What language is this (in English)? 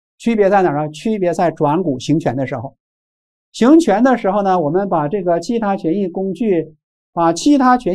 Chinese